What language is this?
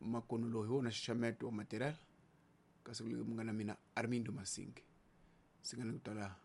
Tsonga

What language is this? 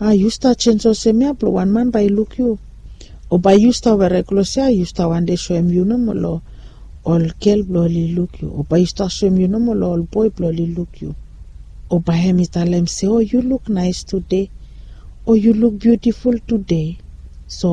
Bislama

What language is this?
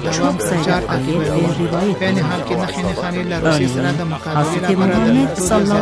Turkish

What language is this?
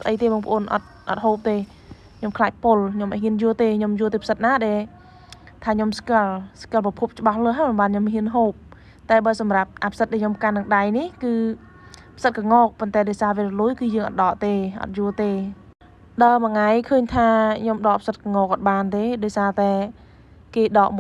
Khmer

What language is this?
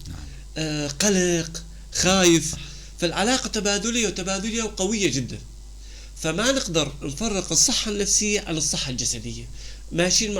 North Levantine Arabic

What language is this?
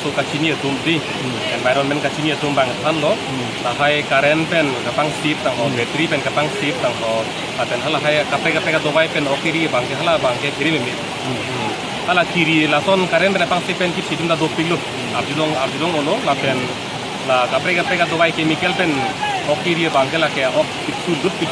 Karbi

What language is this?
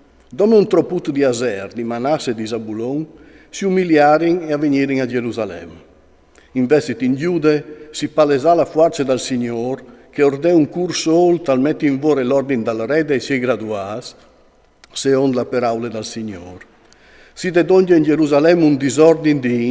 Friulian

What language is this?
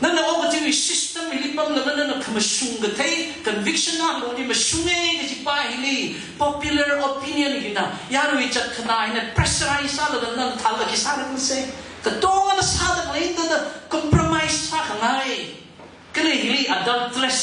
Tangkhul Naga (India)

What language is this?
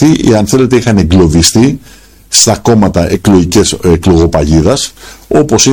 Greek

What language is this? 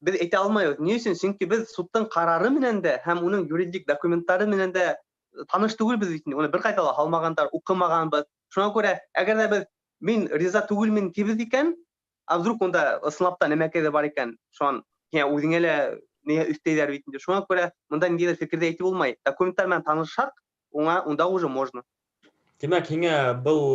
Bashkir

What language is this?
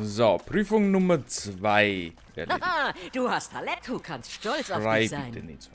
Bavarian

